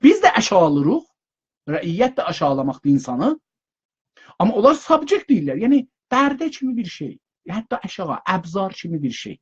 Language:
South Azerbaijani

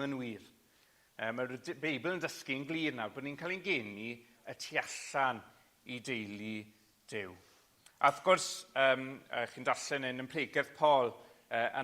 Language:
Welsh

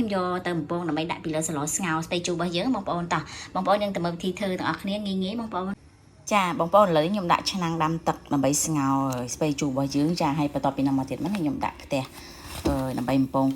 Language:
Khmer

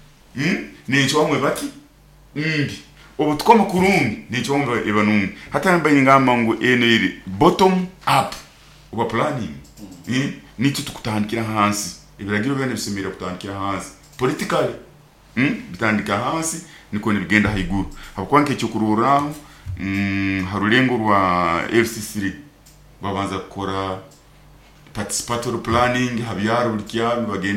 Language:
Nyoro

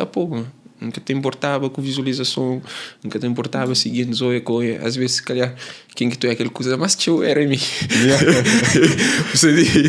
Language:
Kabuverdianu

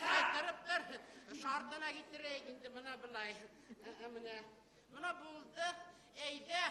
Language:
Bashkir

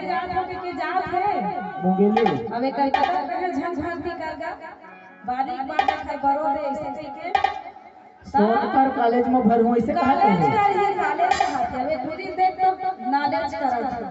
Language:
Chhattisgarhi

